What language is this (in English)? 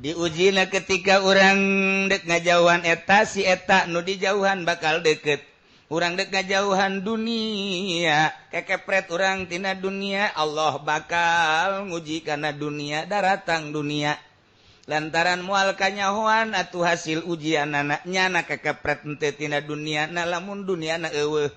Sundanese